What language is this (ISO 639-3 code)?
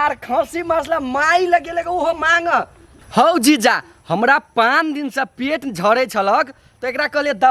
mai